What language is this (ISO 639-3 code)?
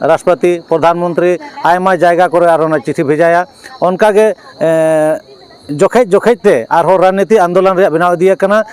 sat